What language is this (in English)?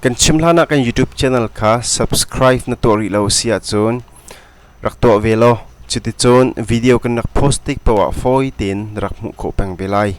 Hakha Chin